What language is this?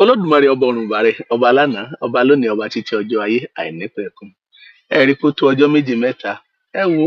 Yoruba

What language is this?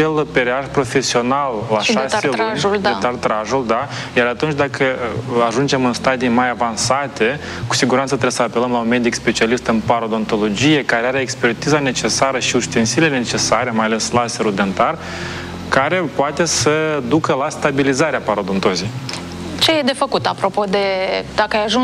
Romanian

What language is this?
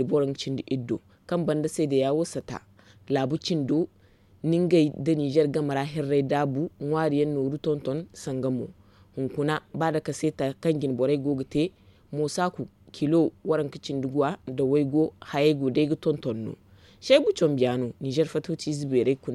Zarma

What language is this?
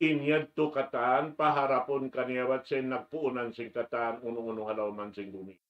Tausug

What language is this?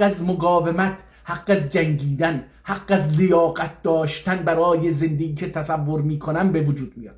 South Azerbaijani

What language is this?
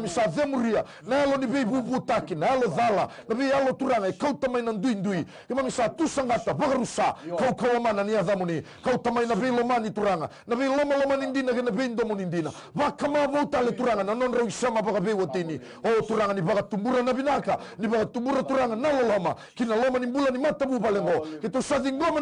Fijian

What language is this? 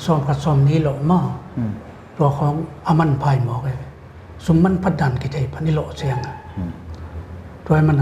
Paite Chin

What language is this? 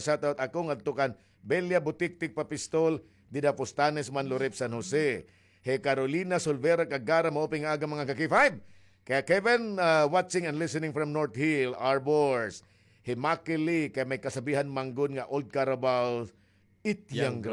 Waray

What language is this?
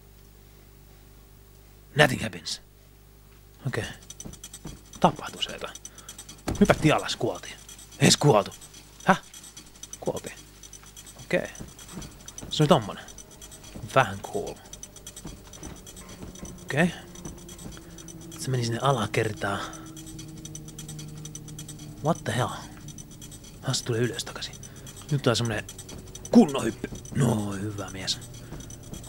Finnish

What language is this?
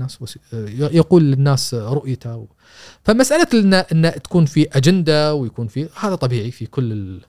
Gulf Arabic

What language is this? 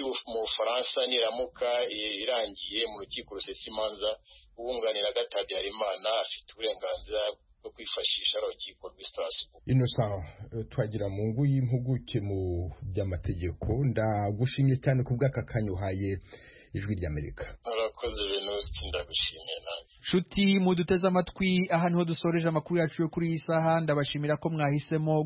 Kinyarwanda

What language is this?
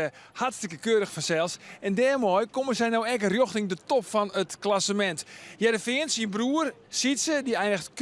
Western Frisian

